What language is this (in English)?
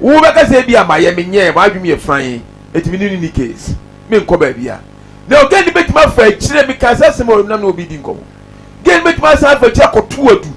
Akan